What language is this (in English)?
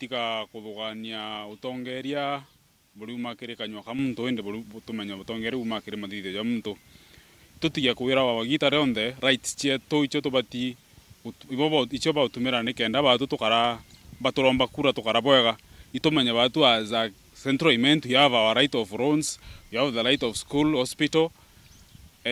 Meru